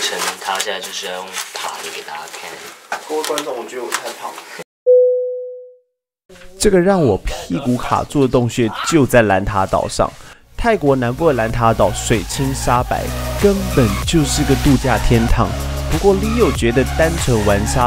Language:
Chinese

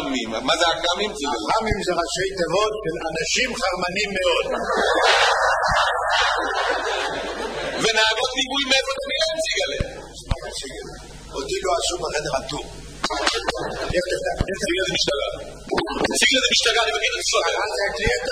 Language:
Hebrew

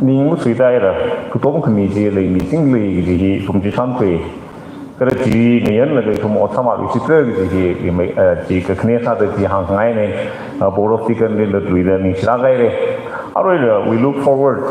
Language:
Tangkhul Naga (India)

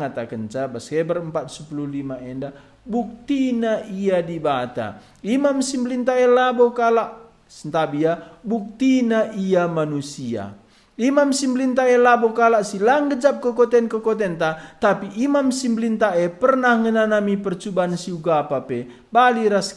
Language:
Batak Karo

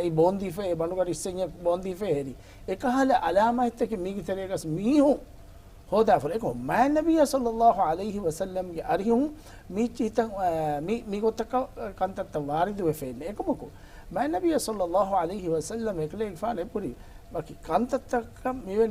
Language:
Divehi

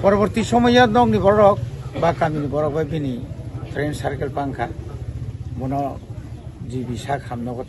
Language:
Kok Borok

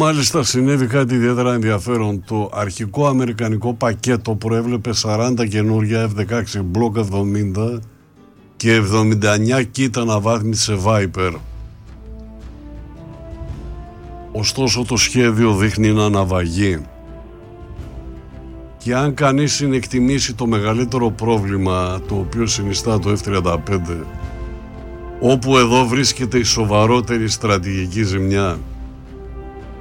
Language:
Greek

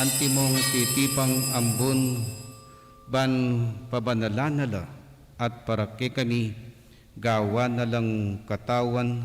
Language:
Pampanga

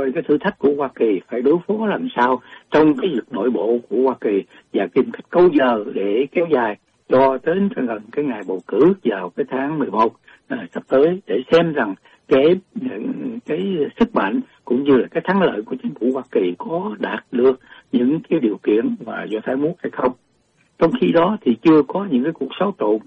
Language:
Vietnamese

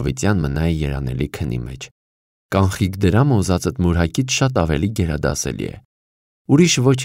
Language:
Armenian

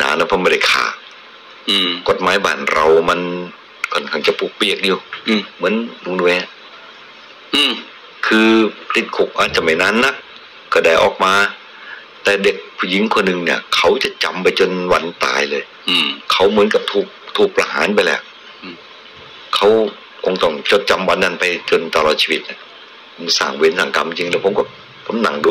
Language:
Thai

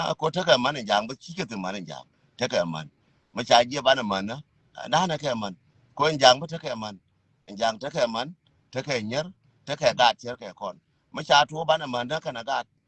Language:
Nuer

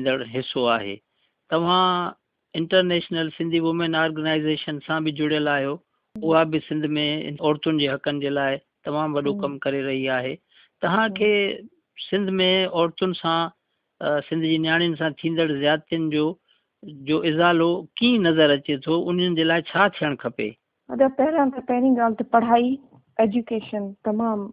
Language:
Sindhi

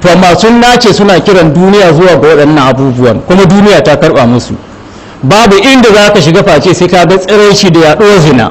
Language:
Hausa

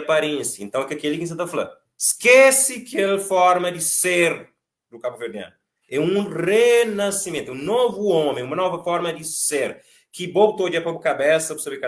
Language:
Kabuverdianu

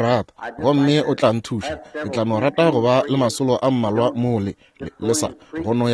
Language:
Northern Sotho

